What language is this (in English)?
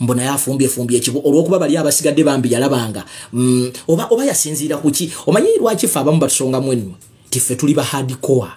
Ganda